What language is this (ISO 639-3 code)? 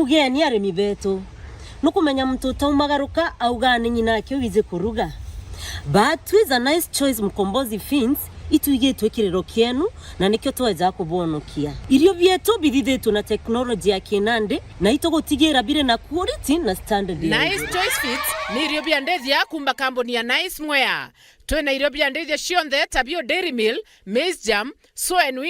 mer